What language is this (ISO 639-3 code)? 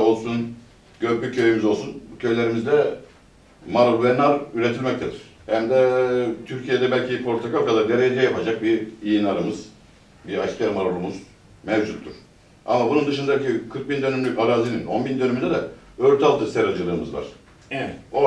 tur